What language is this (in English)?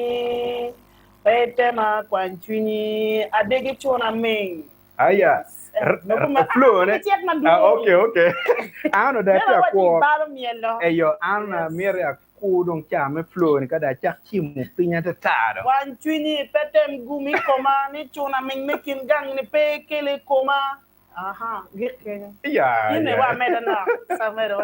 Acoli